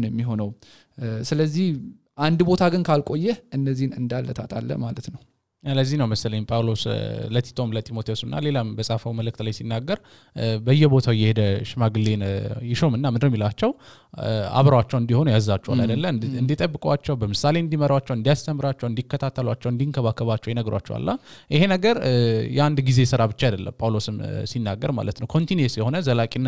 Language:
Amharic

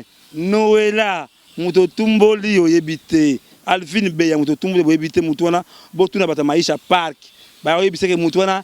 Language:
Lingala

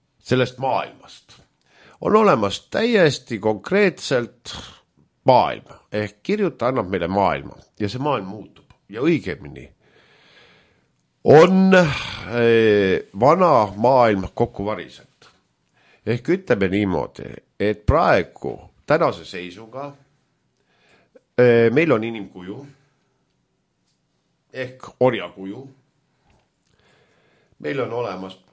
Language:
Estonian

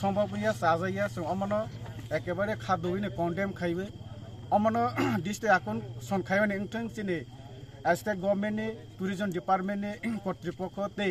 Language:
Kok Borok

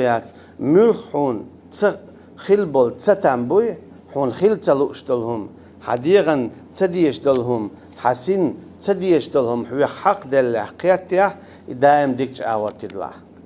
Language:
Chechen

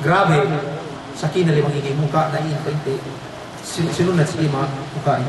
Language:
Yakan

